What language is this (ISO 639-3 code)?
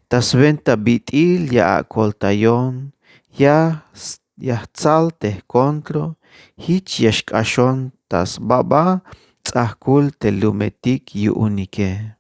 tzh